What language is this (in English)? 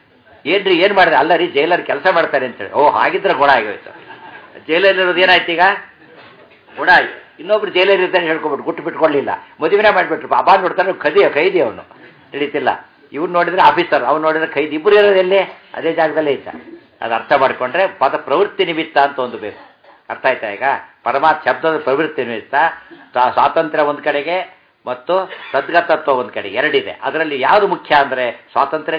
Kannada